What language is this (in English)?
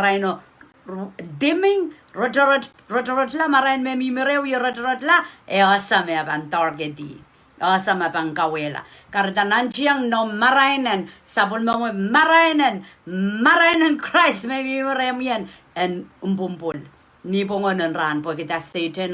Pohnpeian